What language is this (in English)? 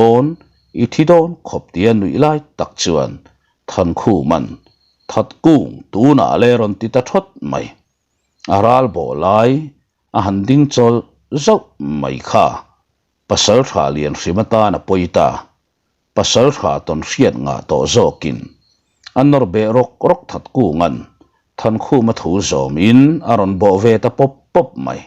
Mizo